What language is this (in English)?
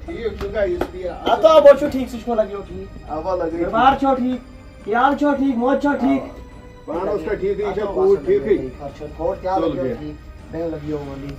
Kashmiri